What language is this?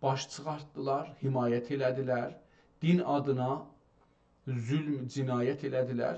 South Azerbaijani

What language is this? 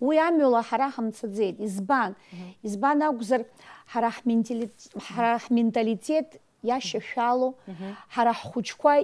Abkhazian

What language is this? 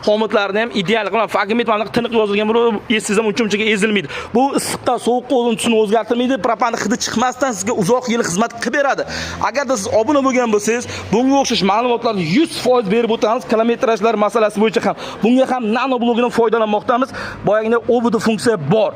Uzbek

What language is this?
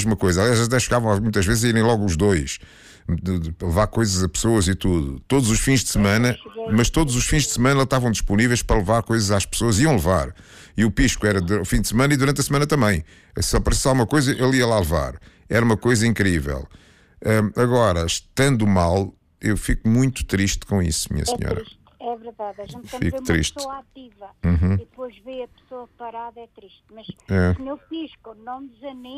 Portuguese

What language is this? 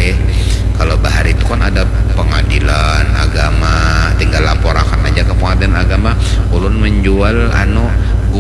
Banjar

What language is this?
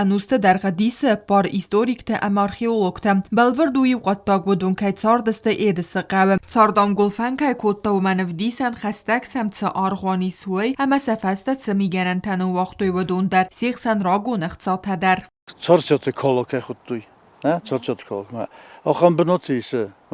Ossetic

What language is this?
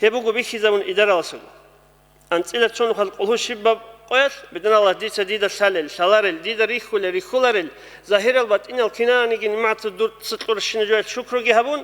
Avaric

